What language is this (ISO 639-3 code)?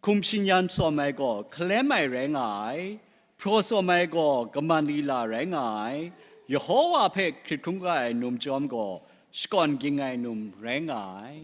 kac